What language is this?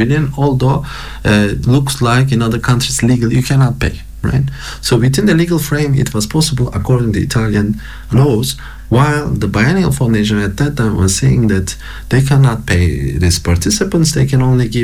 English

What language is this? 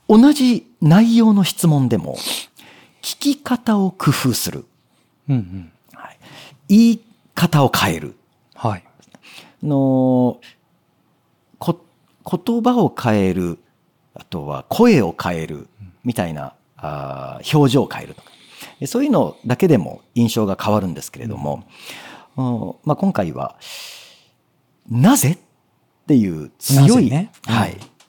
Japanese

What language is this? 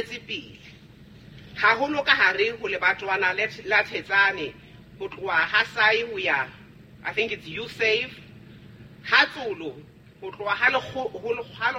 Southern Sotho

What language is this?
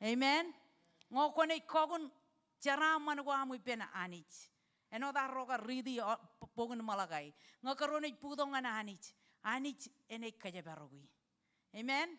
Marshallese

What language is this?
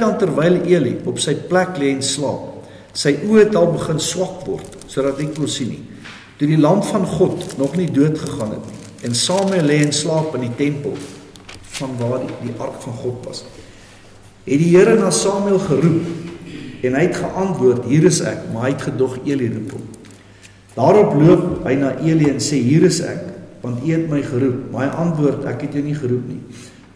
Afrikaans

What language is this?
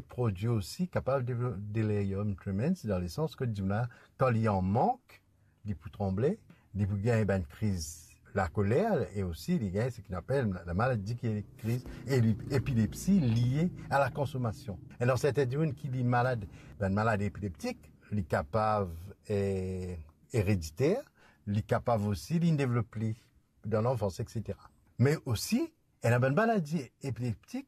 Morisyen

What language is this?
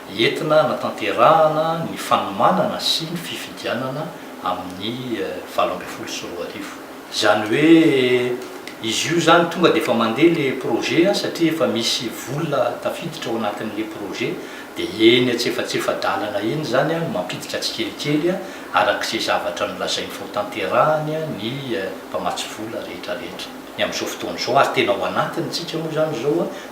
Malagasy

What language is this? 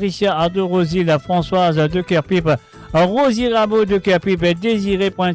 Morisyen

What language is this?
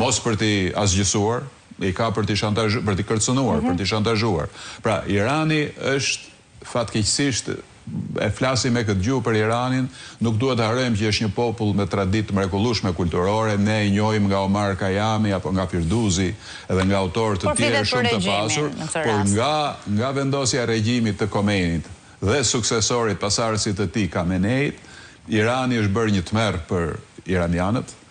Albanian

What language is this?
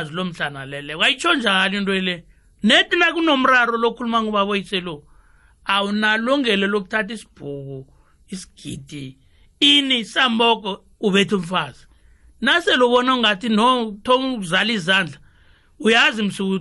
South Ndebele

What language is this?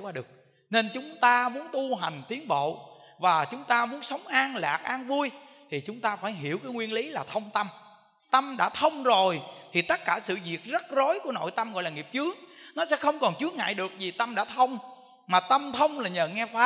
Vietnamese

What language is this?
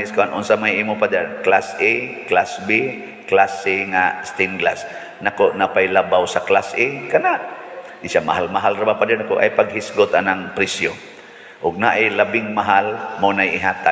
Cebuano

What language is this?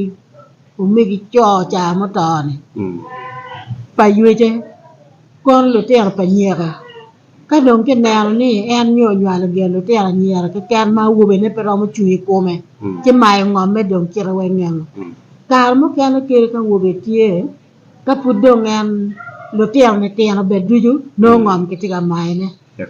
Acoli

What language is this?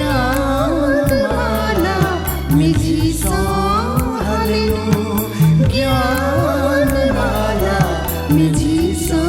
Newari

